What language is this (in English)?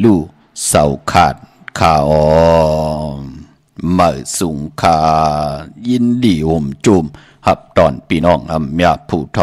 Shan